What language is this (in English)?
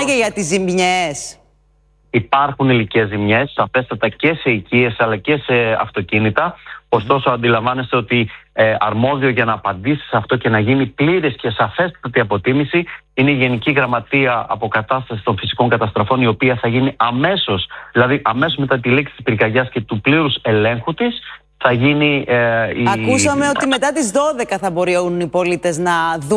Greek